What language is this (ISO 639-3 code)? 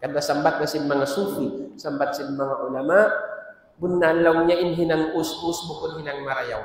tsg